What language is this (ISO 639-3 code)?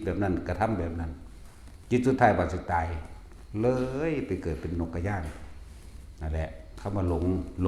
tts